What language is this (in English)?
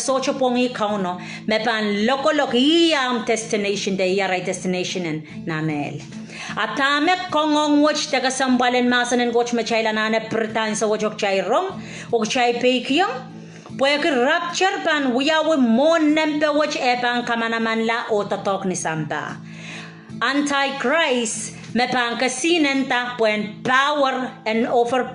Pohnpeian